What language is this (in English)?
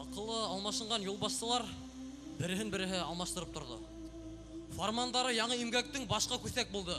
Bashkir